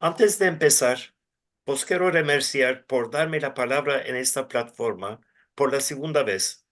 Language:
Ladino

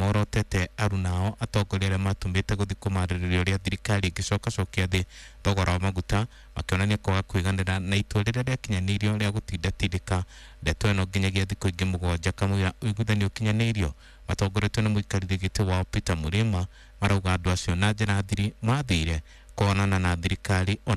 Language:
Kikuyu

